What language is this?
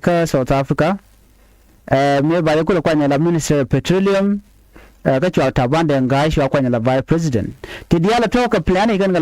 Nuer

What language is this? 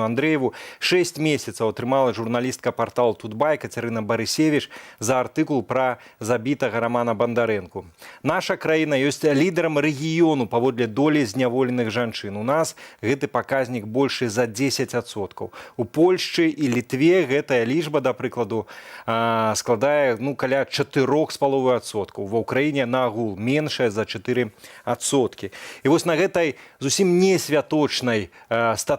Belarusian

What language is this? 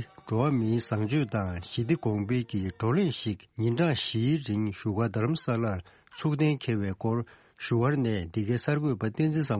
Tibetan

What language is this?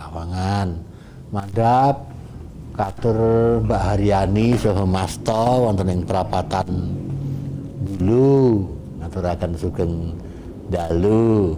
Javanese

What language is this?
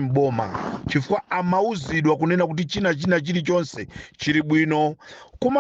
Nyanja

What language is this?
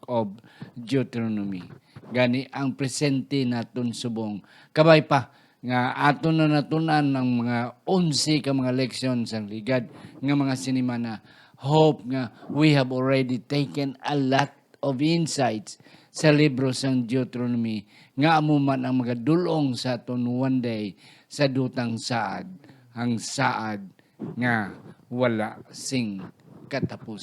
Hiligaynon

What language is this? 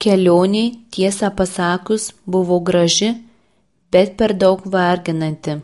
Lithuanian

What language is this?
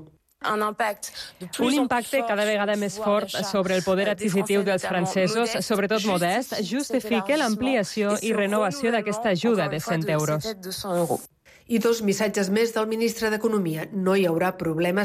Catalan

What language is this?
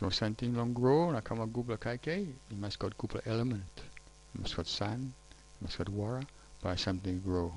Tok Pisin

